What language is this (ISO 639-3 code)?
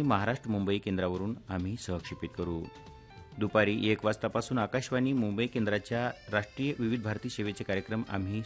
mar